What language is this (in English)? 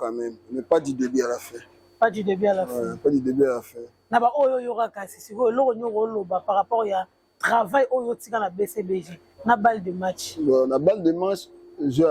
Lingala